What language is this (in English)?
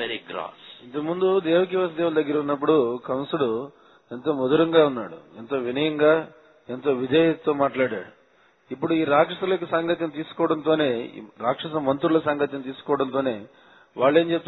Telugu